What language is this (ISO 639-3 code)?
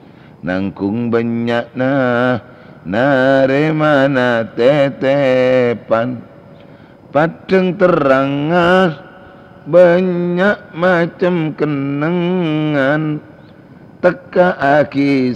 mad